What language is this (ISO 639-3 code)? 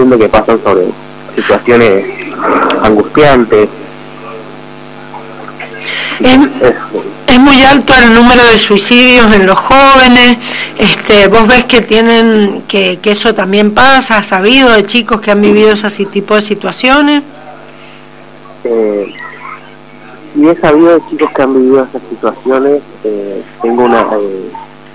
spa